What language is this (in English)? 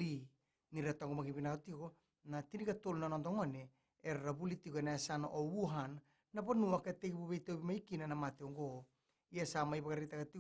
Fijian